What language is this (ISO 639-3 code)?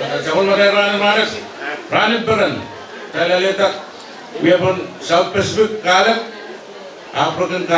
pon